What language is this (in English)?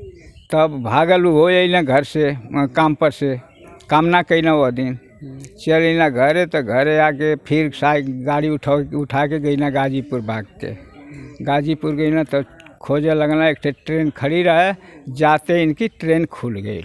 Bhojpuri